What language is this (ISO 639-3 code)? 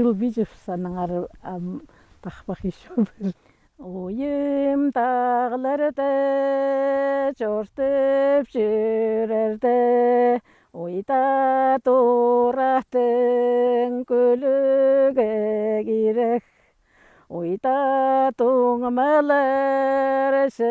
kjh